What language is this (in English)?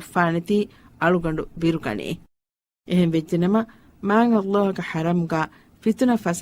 Divehi